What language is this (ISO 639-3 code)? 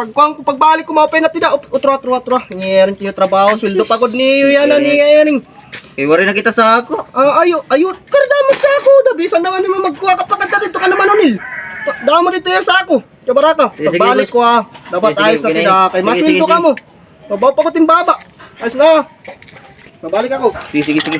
war